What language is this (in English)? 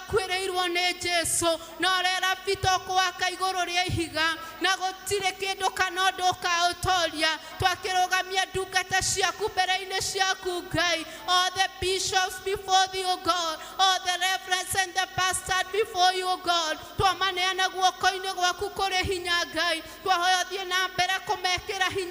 Kikuyu